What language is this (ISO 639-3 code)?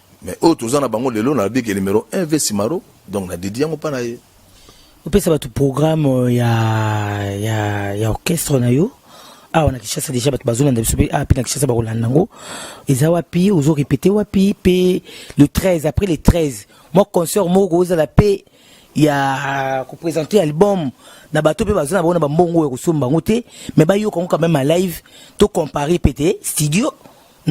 lin